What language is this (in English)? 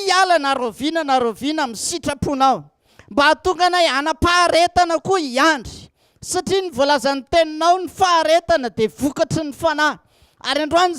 Malagasy